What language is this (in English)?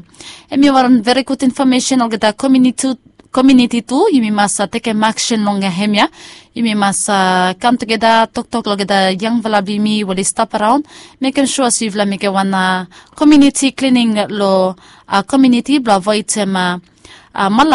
Bislama